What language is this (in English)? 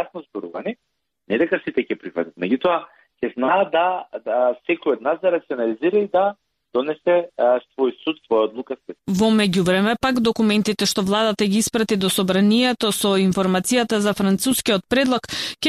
Macedonian